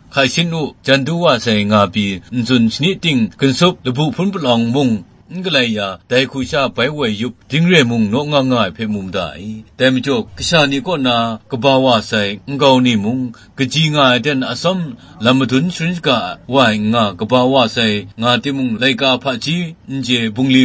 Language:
Kachin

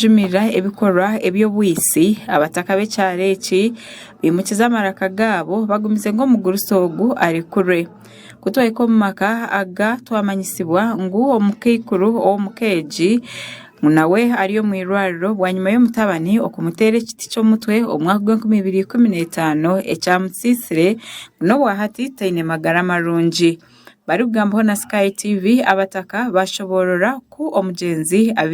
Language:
Nyankole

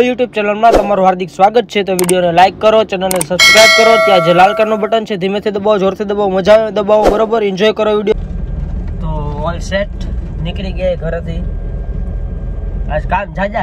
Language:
Gujarati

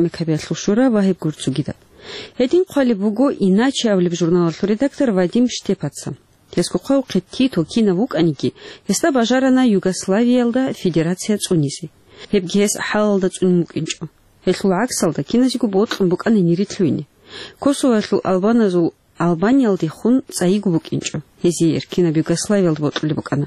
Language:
Avaric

